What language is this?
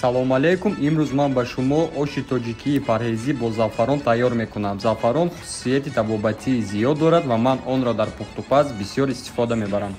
Tajik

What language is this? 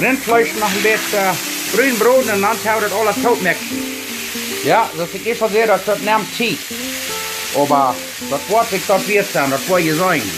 Plautdietsch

